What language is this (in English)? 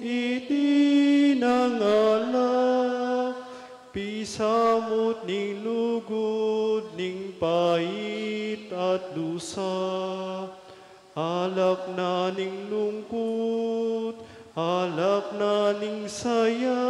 Pampanga